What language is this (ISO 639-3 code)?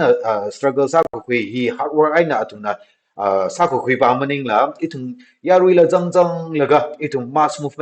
nmf